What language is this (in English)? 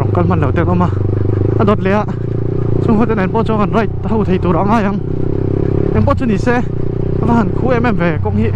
Mizo